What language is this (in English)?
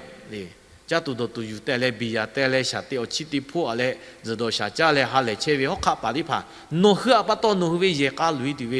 Lahu